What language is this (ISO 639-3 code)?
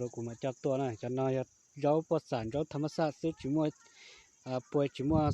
hmn